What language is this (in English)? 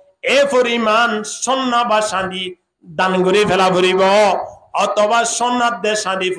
Rohingya